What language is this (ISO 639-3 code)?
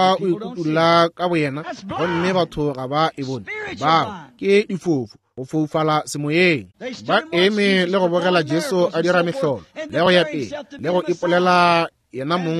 nso